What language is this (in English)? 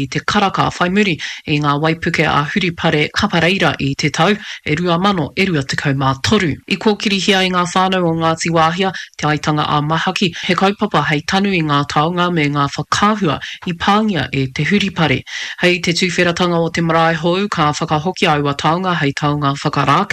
Māori